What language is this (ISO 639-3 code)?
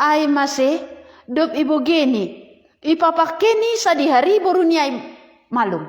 bts